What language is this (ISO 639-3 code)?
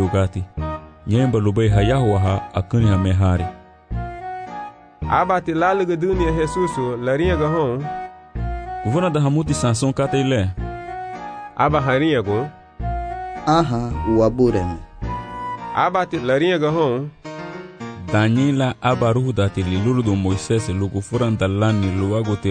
cab